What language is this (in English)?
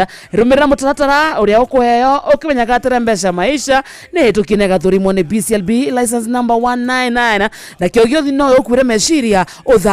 Kikuyu